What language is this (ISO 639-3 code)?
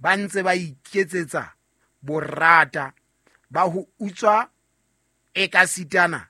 sot